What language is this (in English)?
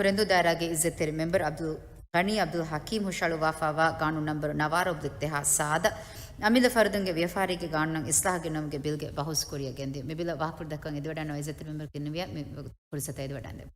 Divehi